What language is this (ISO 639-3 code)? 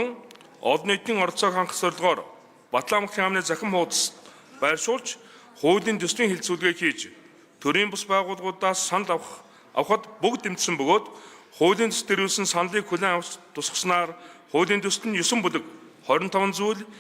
mon